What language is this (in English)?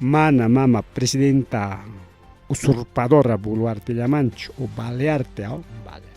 Ayacucho Quechua